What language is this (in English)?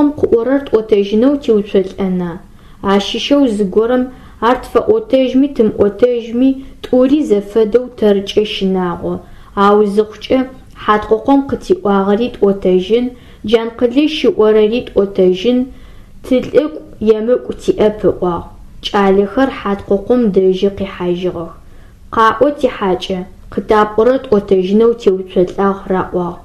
Adyghe